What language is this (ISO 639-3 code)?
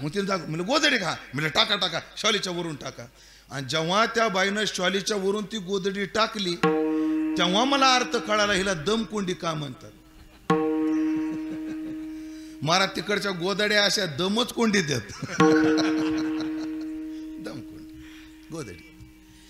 mar